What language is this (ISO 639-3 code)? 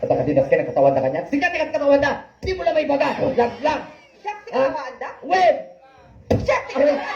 ilo